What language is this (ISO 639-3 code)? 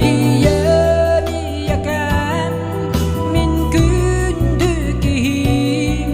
sah